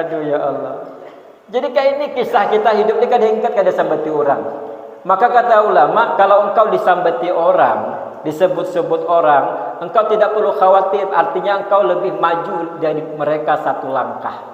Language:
Banjar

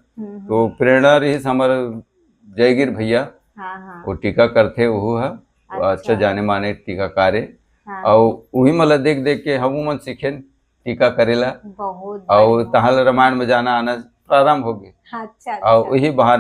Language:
Chhattisgarhi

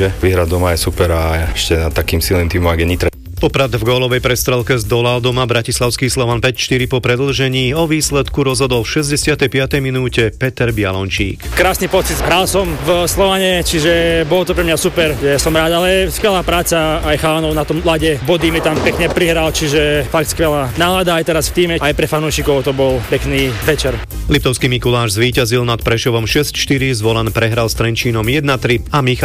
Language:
Slovak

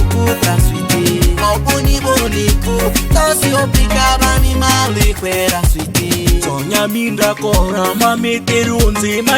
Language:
Ma'di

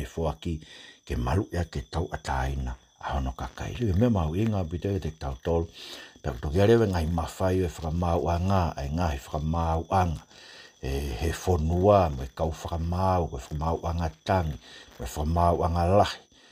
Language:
Tongan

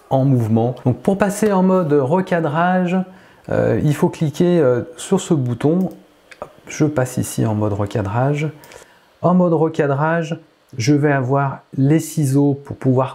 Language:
French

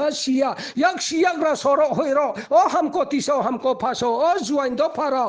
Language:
Riang (India)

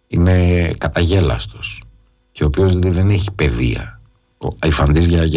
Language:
Greek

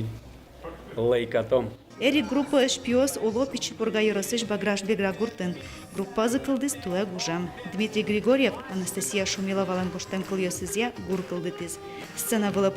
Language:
Udmurt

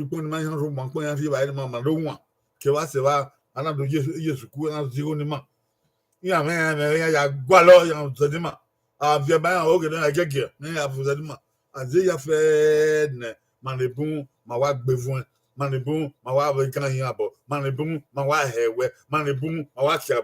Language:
Bini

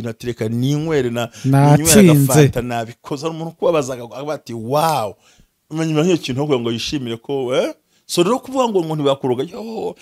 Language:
Kinyarwanda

